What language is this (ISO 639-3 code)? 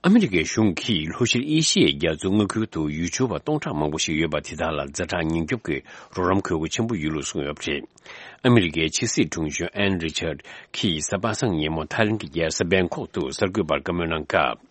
bod